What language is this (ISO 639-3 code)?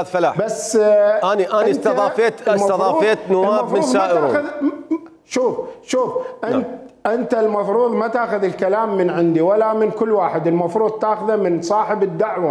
acm